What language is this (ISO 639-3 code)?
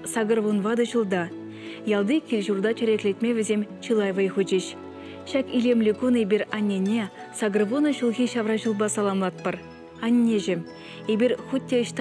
chv